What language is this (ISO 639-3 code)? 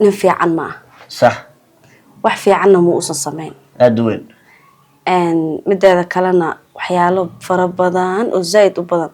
som